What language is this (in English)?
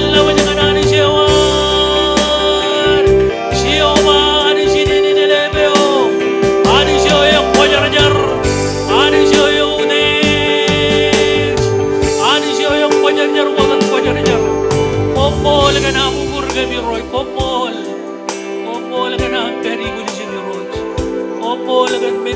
Marshallese